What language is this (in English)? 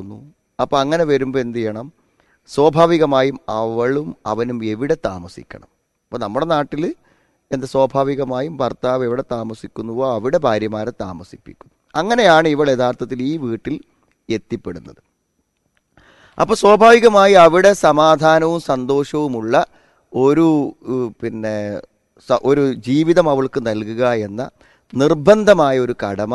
Malayalam